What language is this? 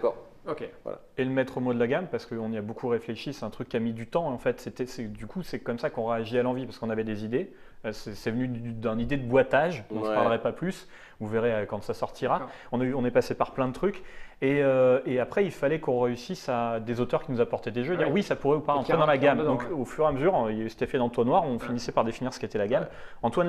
French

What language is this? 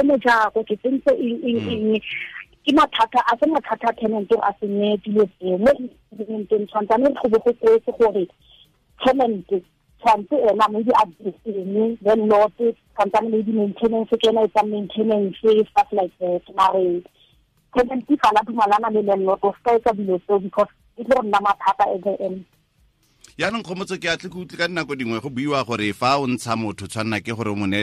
Tswana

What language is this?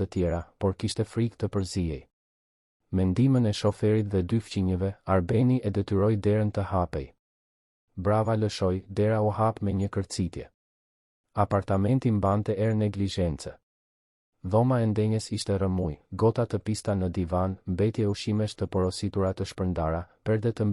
Albanian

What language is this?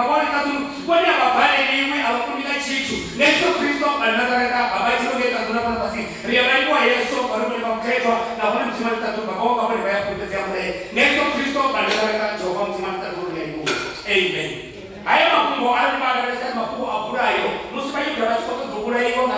Venda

